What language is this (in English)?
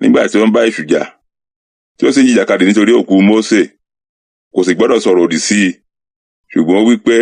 Yoruba